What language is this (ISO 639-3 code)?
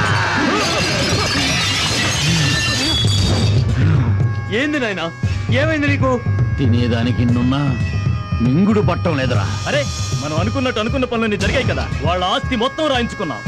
tel